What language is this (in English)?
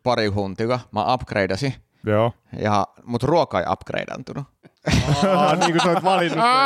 Finnish